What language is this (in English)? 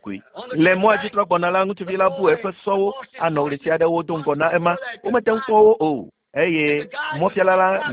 Ewe